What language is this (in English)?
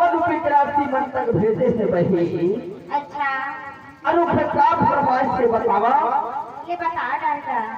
Chhattisgarhi